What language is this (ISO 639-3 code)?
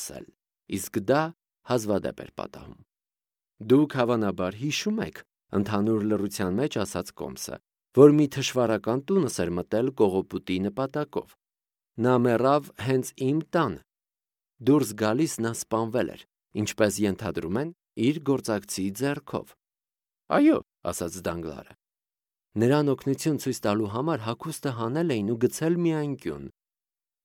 hye